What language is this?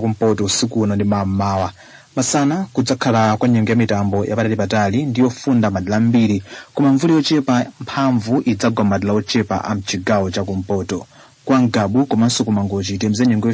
Nyanja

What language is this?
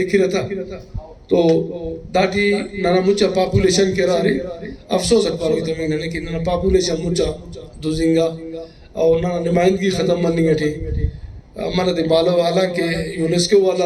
Brahui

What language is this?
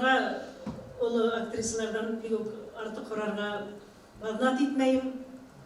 Bashkir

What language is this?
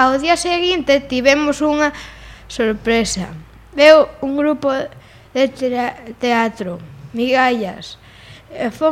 Galician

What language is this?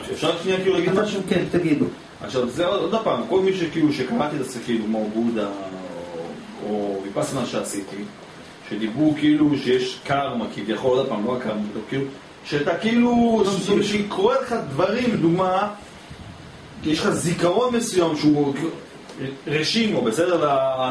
Hebrew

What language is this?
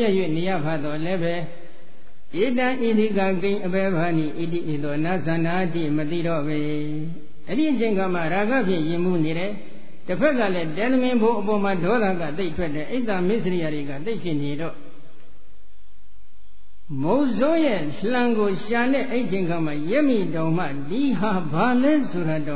Burmese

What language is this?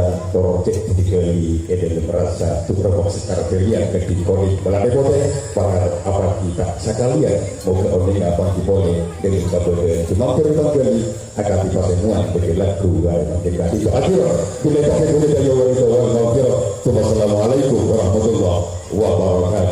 Madurese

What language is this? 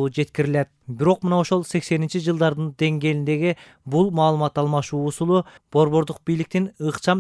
Kyrgyz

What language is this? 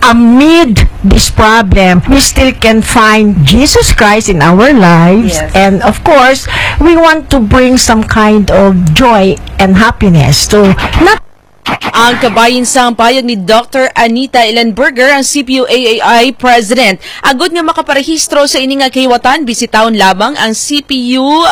Hiligaynon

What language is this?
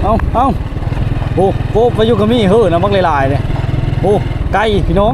Lao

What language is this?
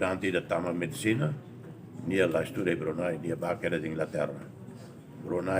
Tetum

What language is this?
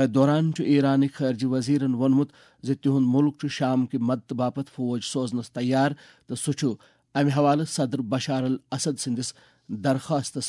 Kashmiri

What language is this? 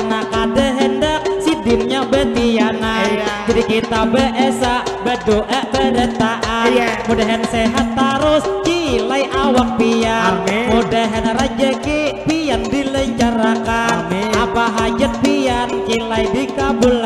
Banjar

